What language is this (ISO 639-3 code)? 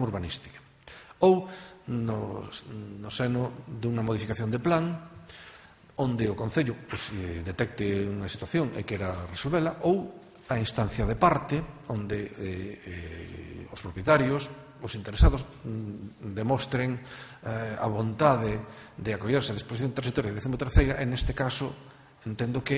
glg